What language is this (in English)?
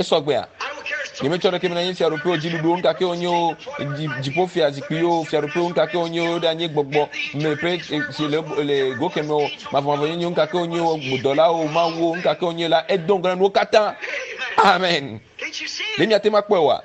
Ewe